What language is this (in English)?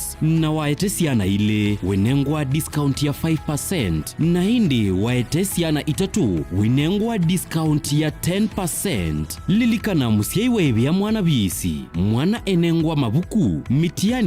Kamba